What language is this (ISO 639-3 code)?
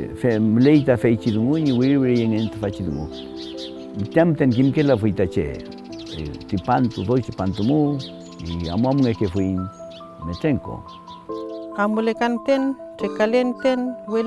arn